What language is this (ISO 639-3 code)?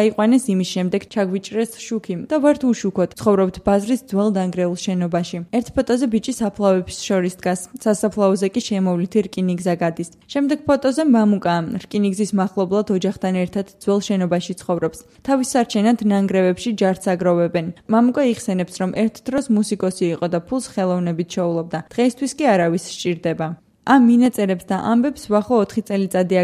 kat